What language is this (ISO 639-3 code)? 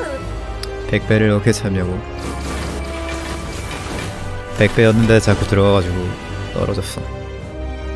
kor